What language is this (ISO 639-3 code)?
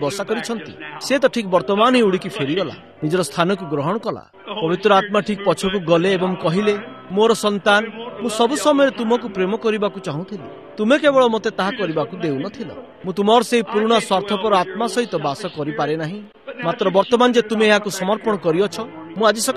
ori